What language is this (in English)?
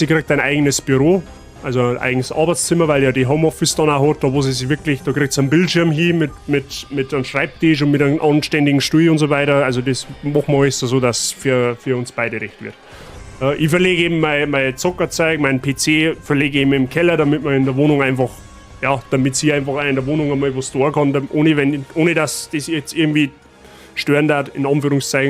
Bavarian